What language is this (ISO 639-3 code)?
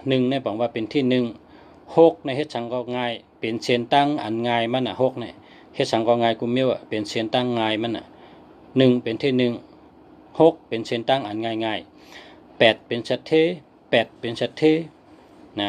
shn